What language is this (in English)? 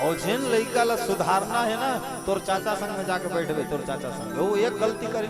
Chhattisgarhi